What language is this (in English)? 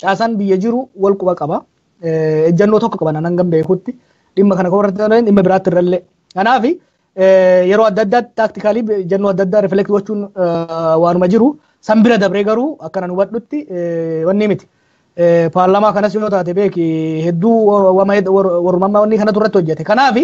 Oromo